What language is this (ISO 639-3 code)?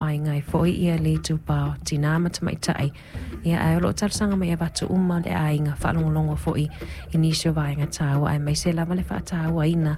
smo